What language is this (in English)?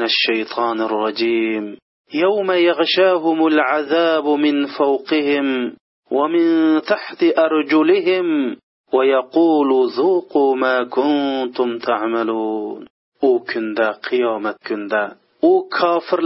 Uyghur